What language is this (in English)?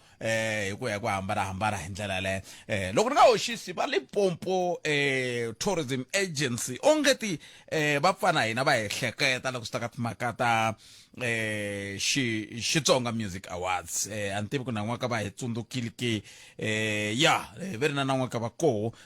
Tsonga